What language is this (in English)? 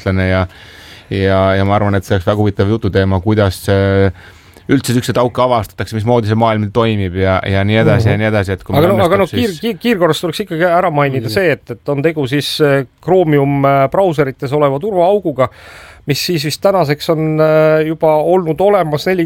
Estonian